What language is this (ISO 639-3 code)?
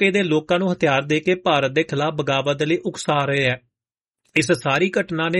pan